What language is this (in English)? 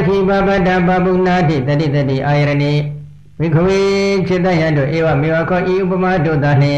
Burmese